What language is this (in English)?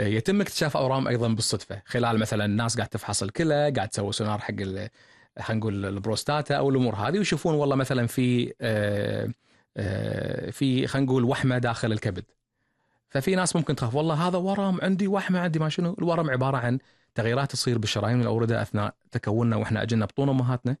Gulf Arabic